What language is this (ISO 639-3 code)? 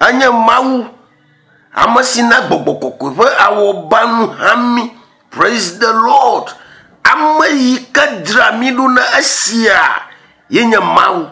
ewe